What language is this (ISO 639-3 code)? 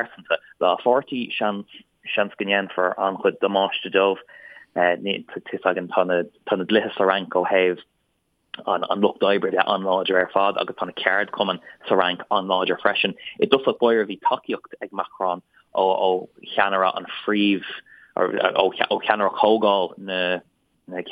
gle